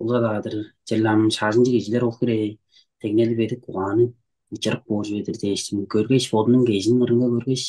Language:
Tuvinian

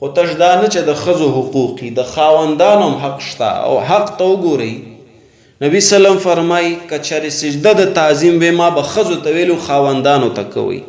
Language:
Pashto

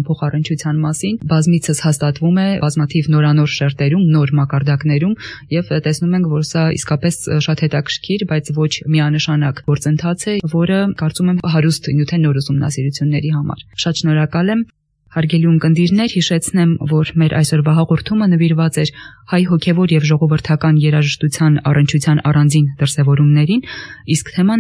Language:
Armenian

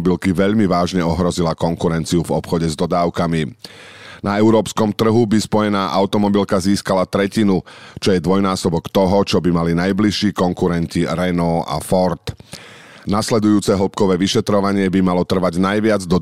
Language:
Slovak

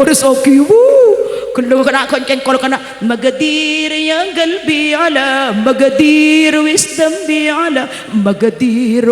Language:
Madurese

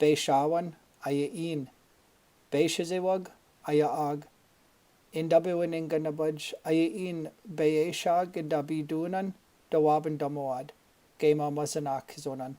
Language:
Chippewa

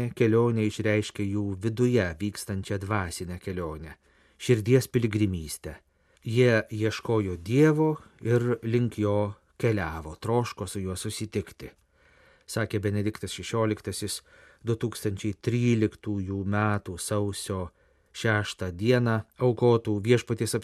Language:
Lithuanian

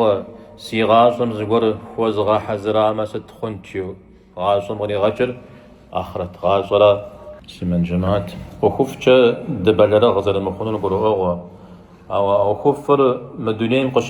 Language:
Kabardian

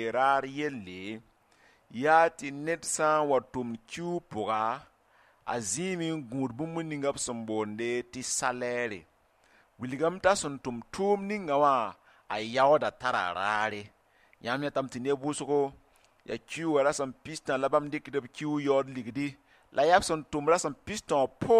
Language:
Mossi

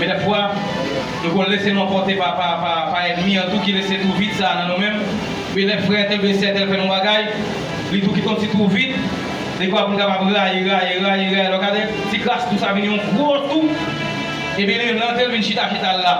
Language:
Haitian Creole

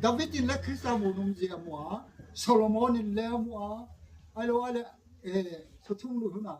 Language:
Gangte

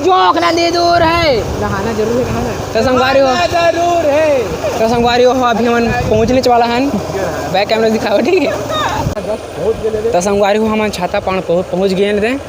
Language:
Chhattisgarhi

